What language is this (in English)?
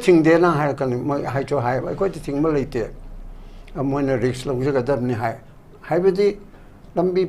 Manipuri